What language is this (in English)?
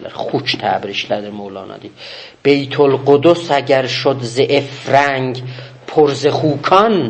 South Azerbaijani